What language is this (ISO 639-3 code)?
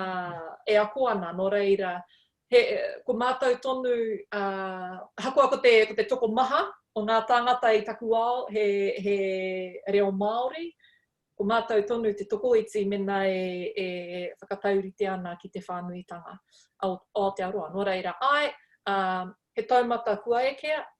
mri